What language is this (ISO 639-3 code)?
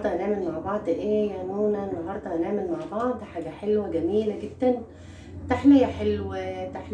arz